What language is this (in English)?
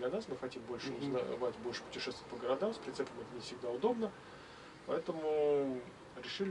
Russian